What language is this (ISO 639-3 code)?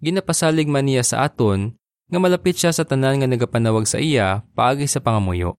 hil